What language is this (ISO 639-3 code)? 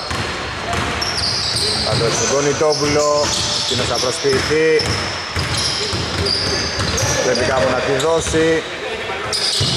ell